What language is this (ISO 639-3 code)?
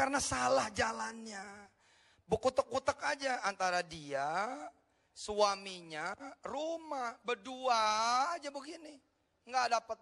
ind